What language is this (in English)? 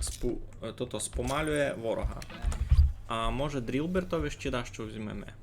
Rusyn